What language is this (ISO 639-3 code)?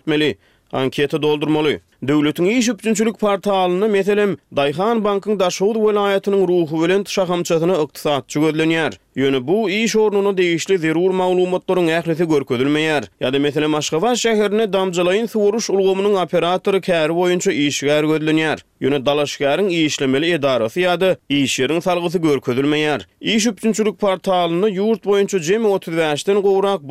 tuk